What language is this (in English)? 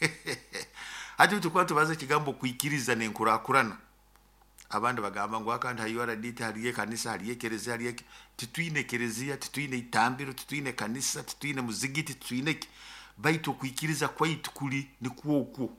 Nyoro